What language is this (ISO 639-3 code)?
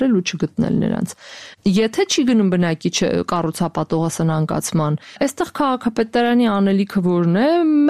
hye